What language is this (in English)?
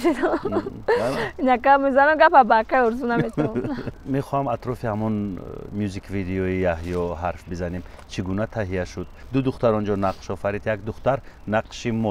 Tajik